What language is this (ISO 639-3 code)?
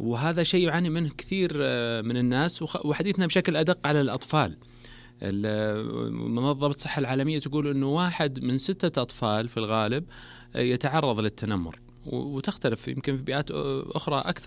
ars